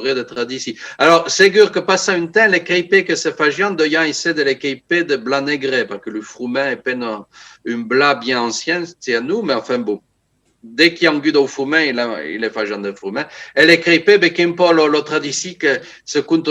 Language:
Occitan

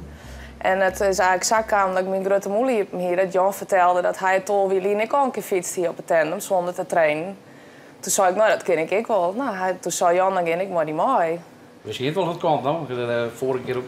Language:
Western Frisian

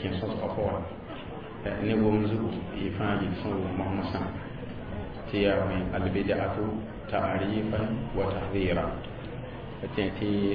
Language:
Mossi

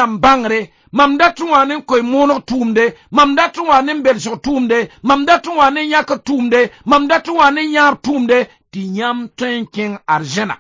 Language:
Mossi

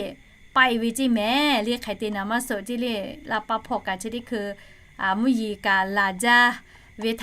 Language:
Lahu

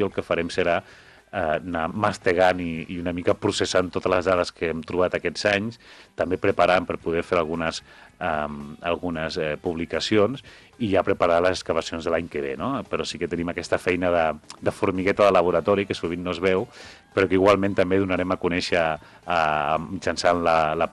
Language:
Catalan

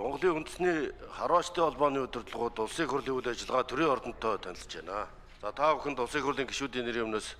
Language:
Mongolian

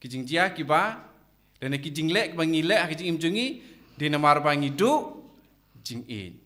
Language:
Khasi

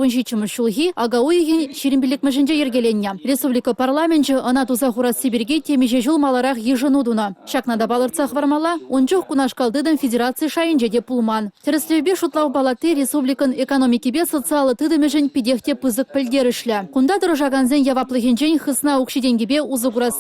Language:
Chuvash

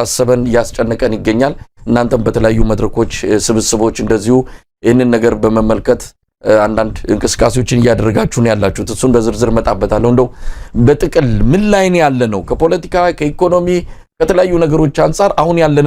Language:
Amharic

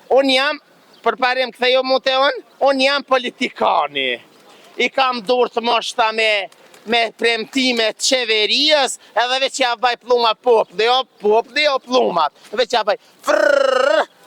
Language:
Albanian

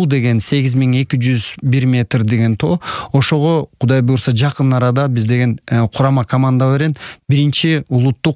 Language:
Kyrgyz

